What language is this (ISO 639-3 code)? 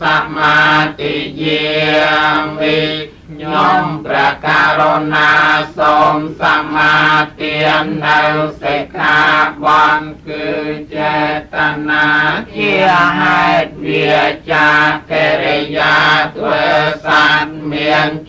khm